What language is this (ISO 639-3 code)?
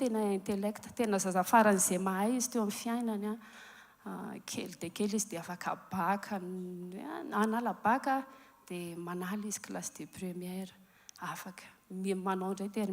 mlg